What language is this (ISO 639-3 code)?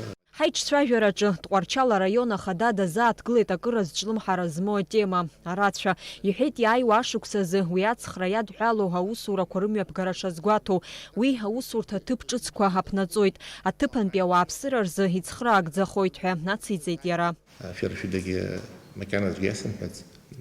abk